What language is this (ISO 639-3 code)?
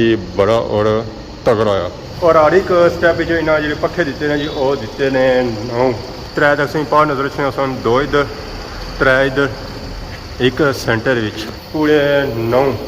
phr